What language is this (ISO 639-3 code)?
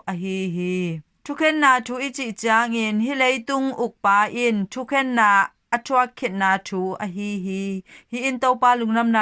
ctd